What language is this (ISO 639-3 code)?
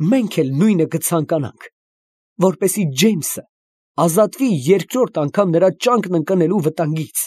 hye